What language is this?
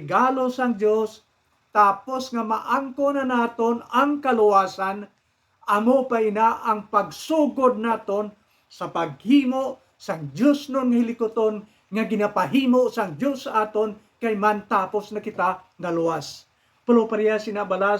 Hiligaynon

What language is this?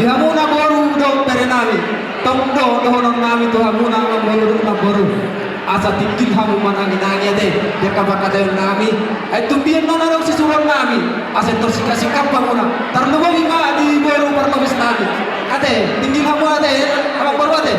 Batak Toba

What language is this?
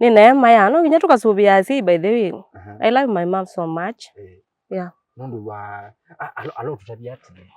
Kamba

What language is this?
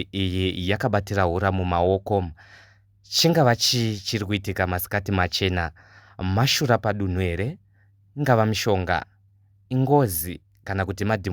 Shona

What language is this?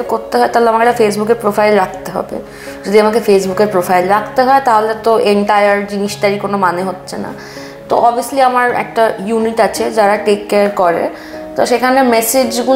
Bangla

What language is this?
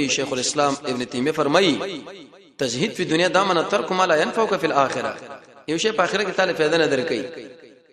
Pashto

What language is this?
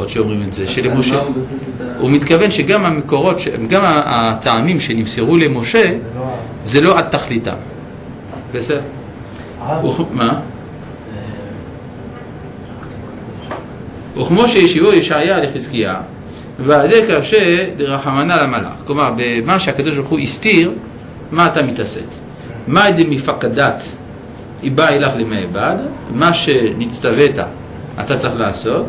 Hebrew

